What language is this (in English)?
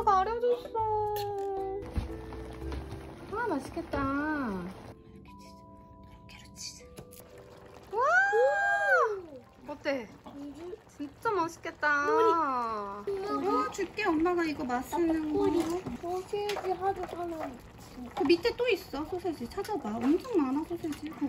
Korean